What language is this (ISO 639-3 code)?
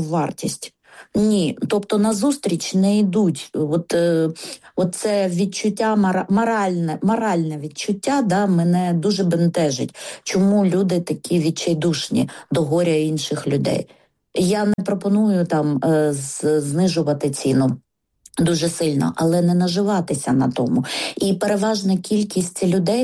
ukr